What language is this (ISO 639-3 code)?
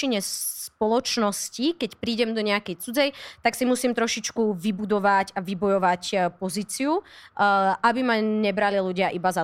slk